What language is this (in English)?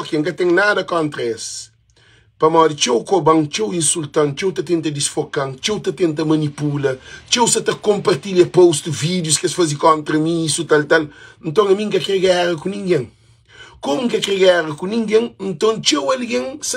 Kabuverdianu